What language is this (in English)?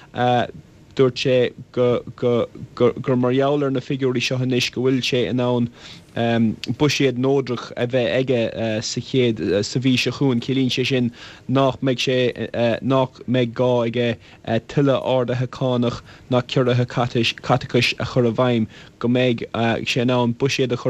Irish